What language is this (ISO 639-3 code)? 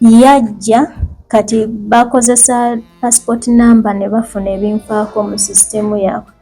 lug